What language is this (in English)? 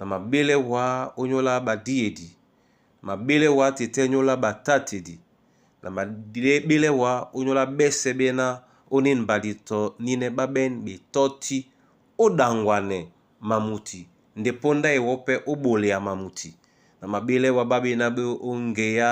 Duala